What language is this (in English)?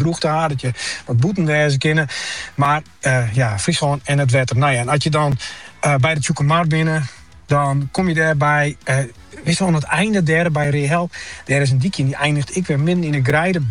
Dutch